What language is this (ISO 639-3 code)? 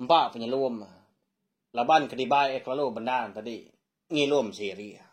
iba